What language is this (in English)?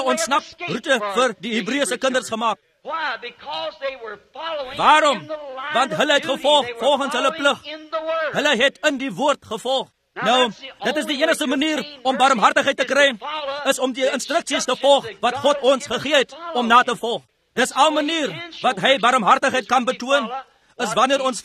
Afrikaans